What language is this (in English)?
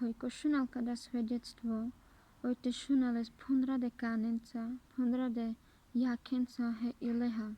Carpathian Romani